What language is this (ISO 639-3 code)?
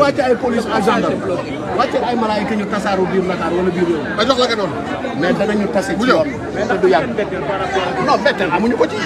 wol